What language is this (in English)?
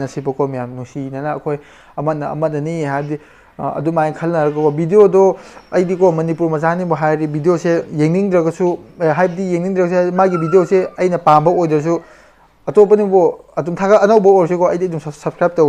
Manipuri